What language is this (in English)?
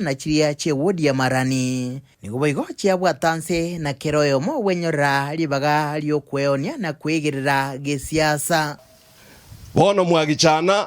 Gusii